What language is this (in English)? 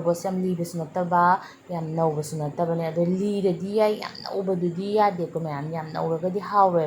Manipuri